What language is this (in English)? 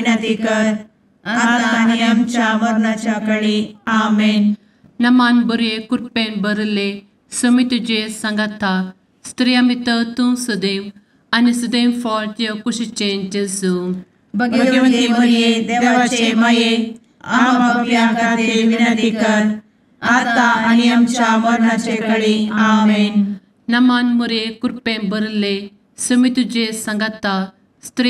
Konkani